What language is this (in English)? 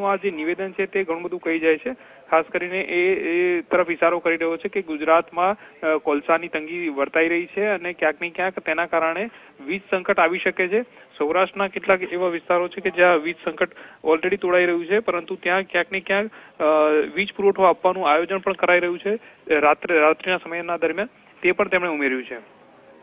Gujarati